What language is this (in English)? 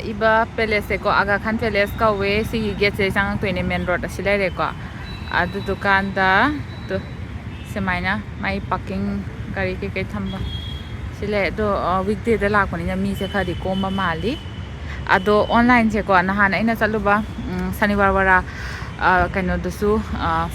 Manipuri